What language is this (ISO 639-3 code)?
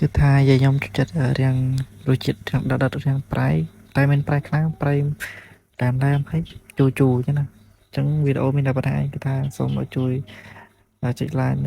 khm